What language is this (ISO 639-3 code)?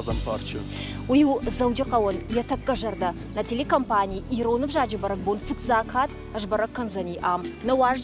oss